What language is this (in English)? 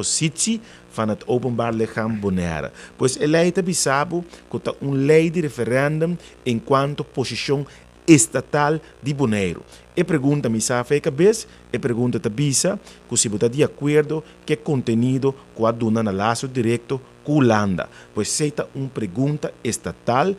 Papiamento